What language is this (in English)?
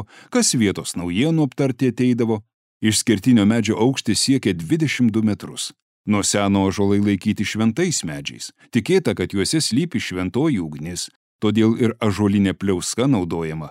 Lithuanian